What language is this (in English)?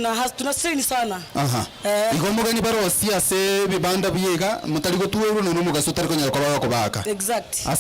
Gusii